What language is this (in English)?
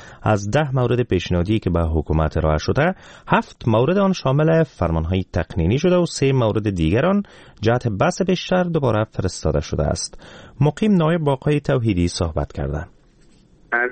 Persian